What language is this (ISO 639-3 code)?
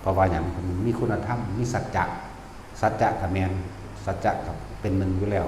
tts